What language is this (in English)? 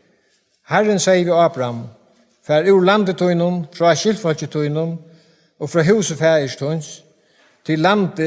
Faroese